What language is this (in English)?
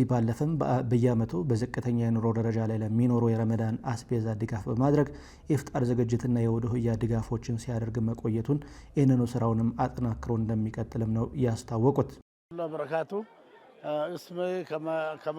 Amharic